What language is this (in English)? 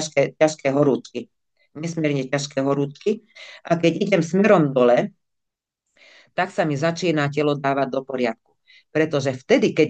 Slovak